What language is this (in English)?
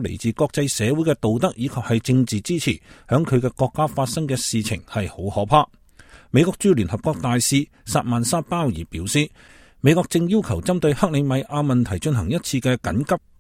Cantonese